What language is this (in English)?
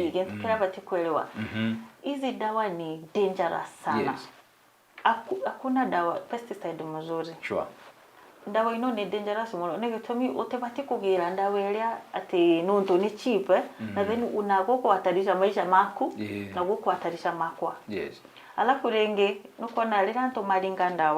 Meru